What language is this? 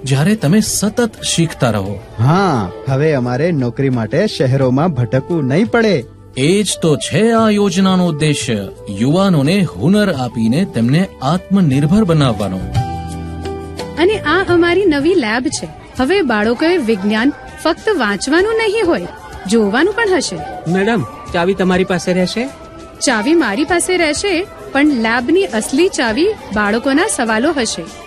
Gujarati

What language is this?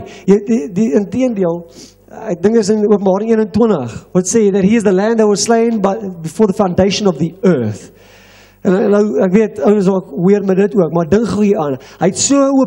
Afrikaans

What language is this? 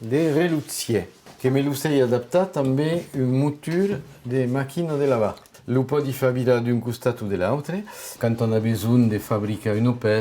Occitan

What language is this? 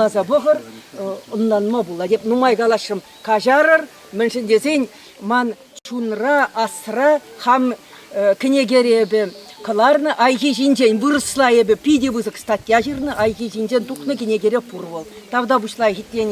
Chuvash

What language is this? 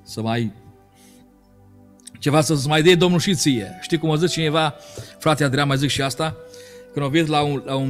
Romanian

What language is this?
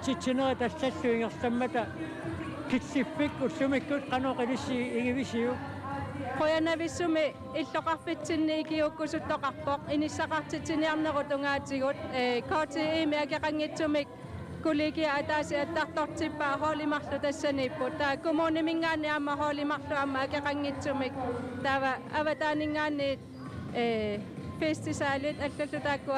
Kalaallisut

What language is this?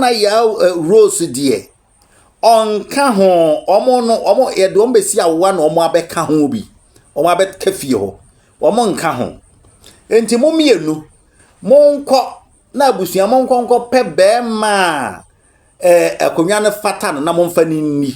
Akan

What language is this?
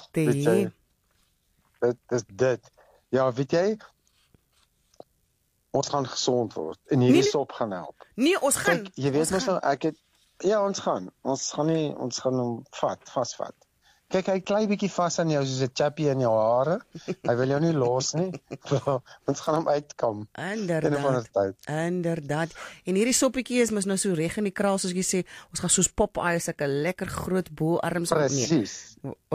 Afrikaans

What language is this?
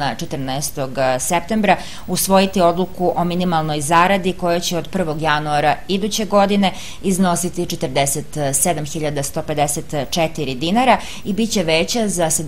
Serbian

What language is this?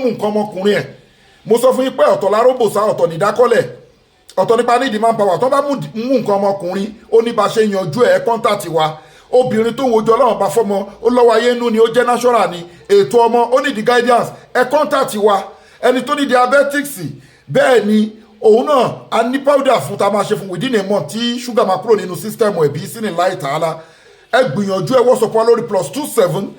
Yoruba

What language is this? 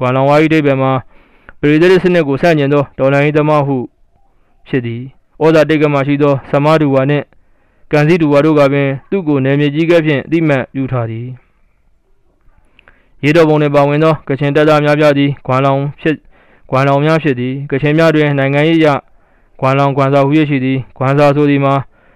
Burmese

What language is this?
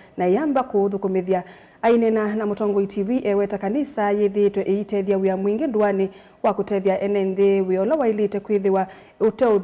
Kamba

